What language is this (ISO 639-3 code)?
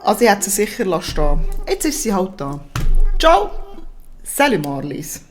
gsw